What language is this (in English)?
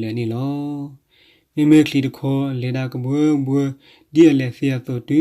S'gaw Karen